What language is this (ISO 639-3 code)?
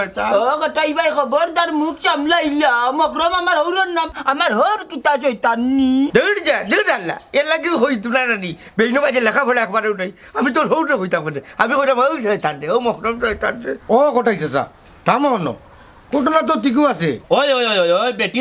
syl